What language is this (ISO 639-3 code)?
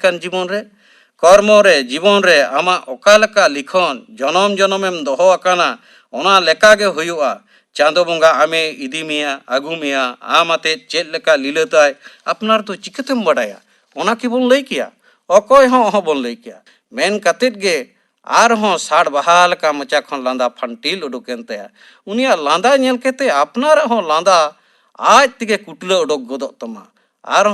sat